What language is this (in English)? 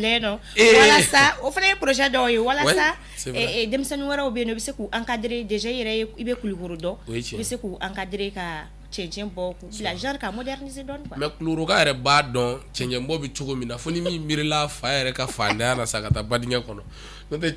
Bambara